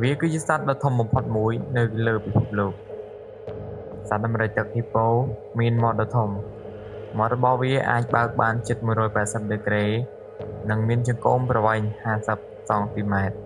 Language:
Khmer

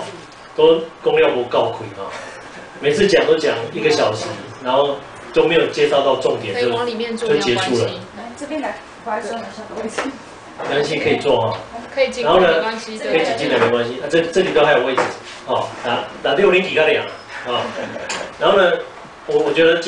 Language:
Chinese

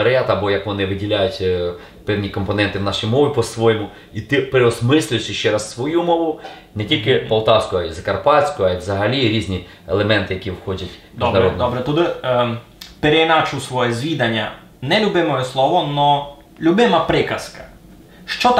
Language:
Rusyn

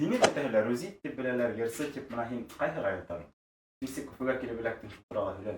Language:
Bashkir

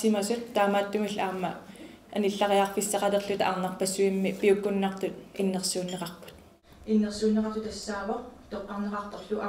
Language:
Kalaallisut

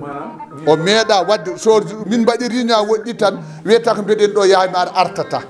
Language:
Fula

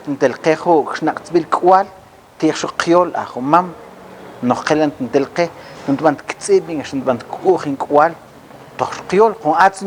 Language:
Mam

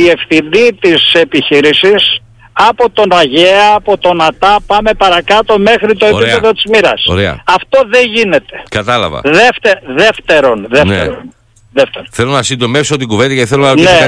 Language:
Greek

